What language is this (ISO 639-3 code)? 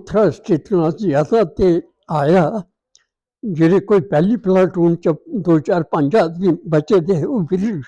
doi